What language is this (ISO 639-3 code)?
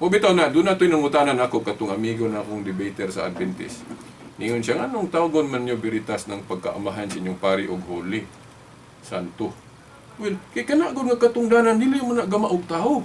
ceb